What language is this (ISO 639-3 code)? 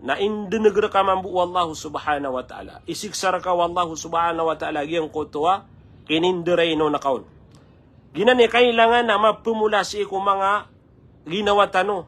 mrw